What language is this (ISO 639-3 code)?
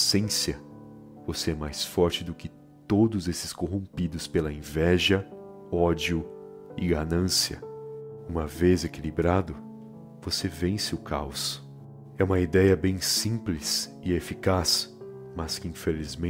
por